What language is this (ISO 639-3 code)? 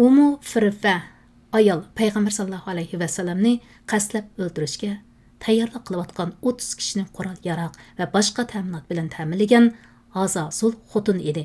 uig